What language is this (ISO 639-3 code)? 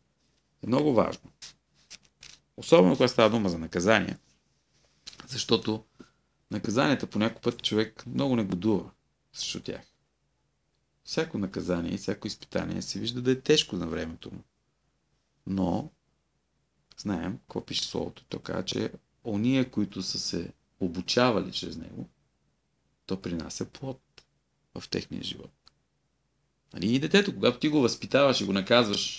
bul